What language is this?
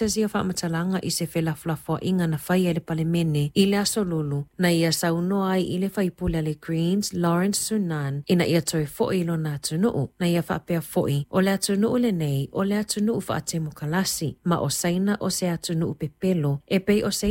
Samoan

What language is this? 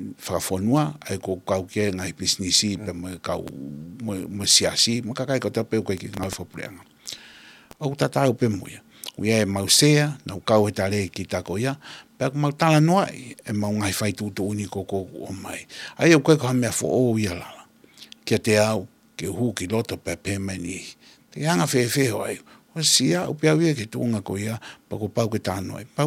Tongan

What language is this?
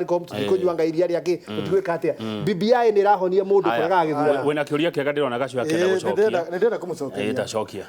Kikuyu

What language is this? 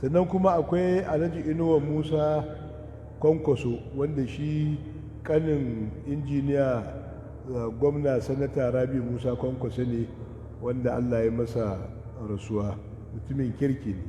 Hausa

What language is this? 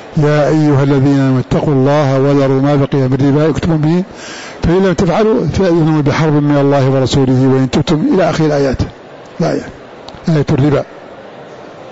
Arabic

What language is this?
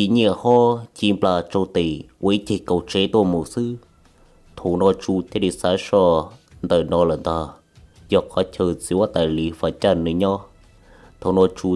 Hmong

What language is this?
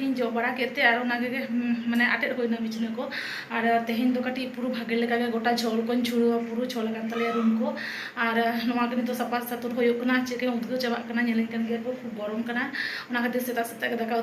Santali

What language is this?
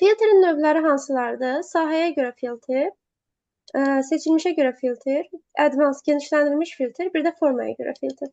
Azerbaijani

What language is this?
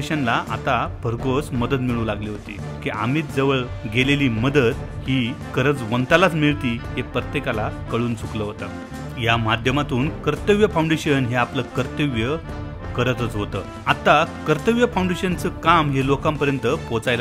Marathi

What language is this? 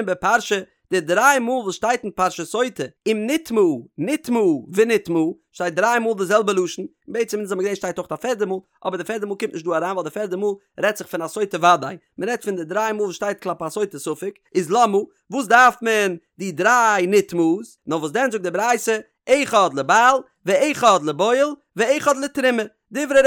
Yiddish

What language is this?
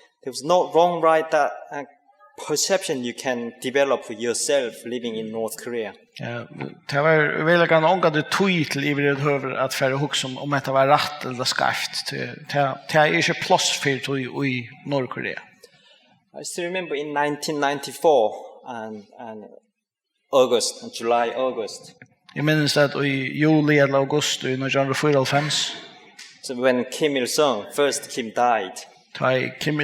Faroese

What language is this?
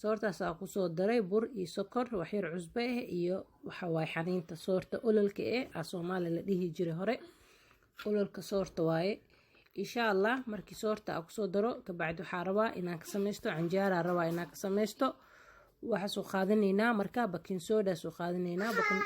Somali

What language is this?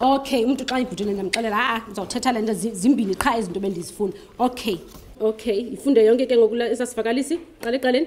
Xhosa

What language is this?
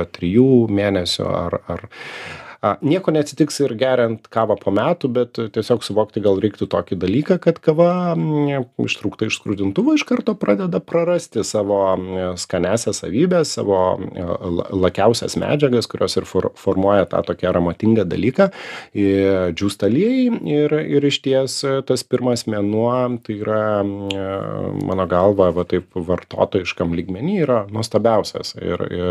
Lithuanian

